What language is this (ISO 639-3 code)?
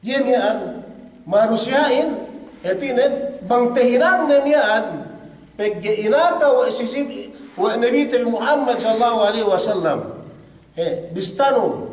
yka